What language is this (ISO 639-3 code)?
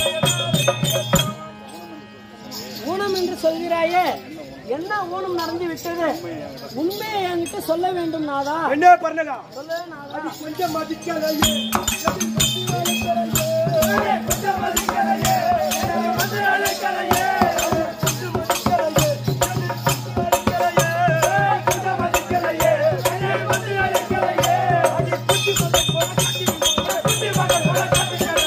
tam